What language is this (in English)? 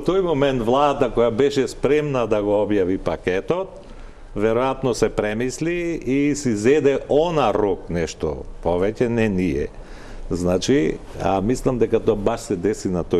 Macedonian